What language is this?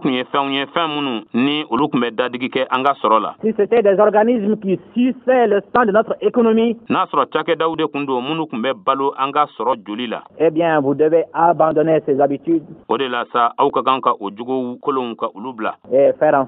Bambara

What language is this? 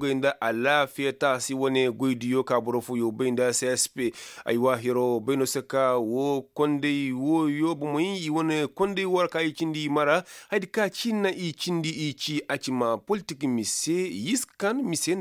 Koyraboro Senni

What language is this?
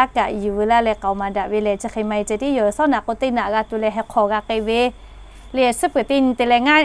Lahu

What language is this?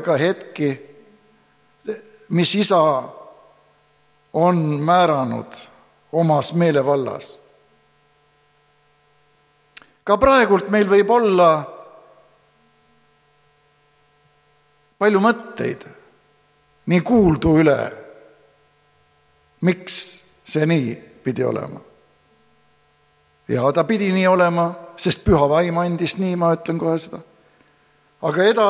Estonian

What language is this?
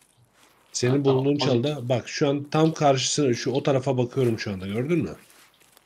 Turkish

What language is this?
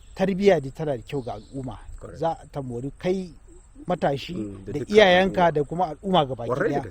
Hausa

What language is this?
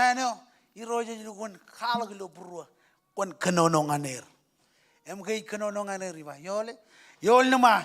Marshallese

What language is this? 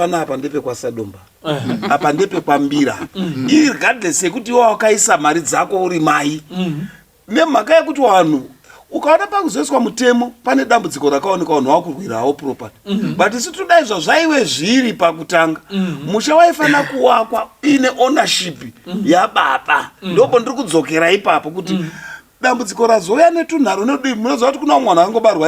Shona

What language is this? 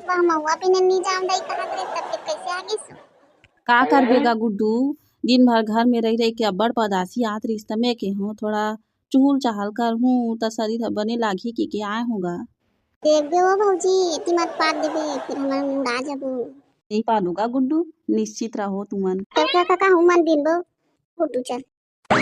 Chhattisgarhi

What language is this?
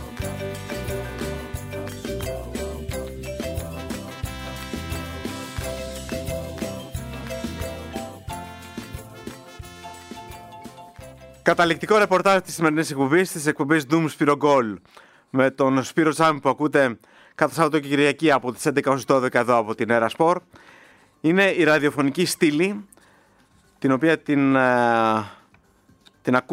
Greek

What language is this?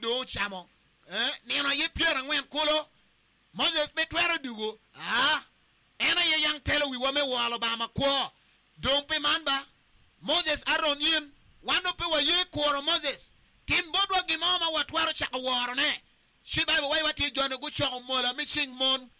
Acoli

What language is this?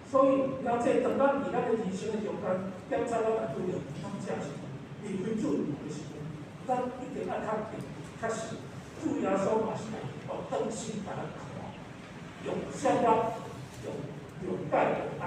Min Nan Chinese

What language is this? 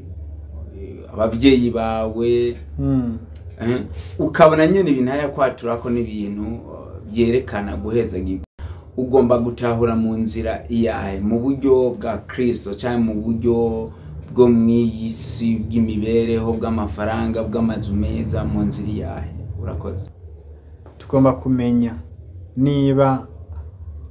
Rundi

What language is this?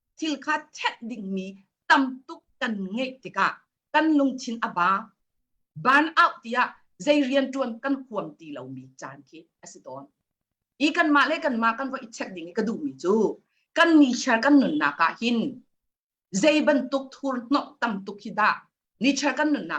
Hakha Chin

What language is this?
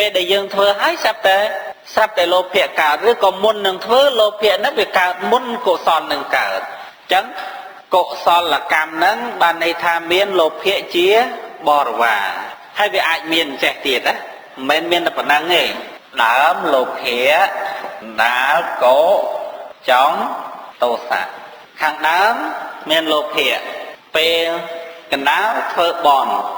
Khmer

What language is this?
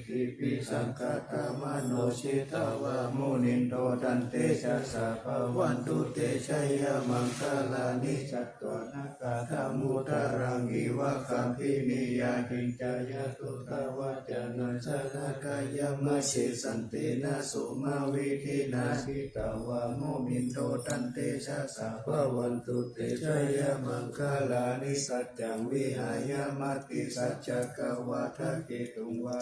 Pali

